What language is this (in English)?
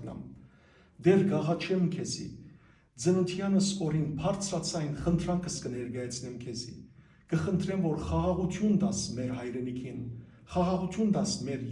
Western Armenian